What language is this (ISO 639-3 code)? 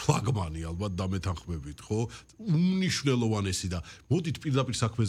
kat